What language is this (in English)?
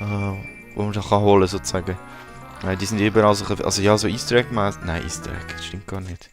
Swiss German